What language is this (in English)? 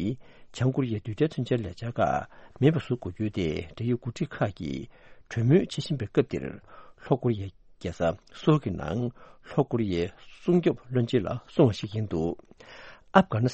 Tibetan